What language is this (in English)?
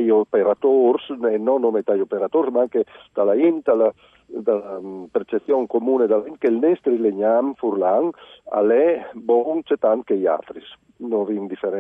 Friulian